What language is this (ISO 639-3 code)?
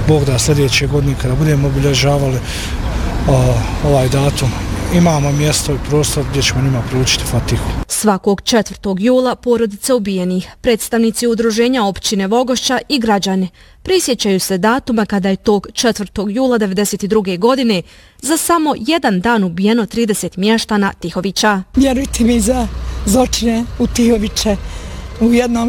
bos